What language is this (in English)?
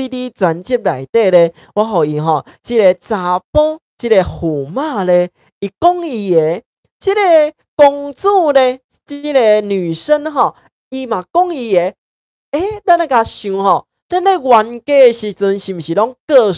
Min Nan Chinese